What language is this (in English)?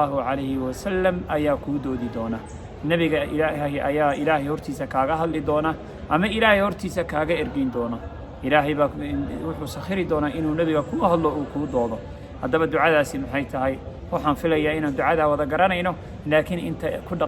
Somali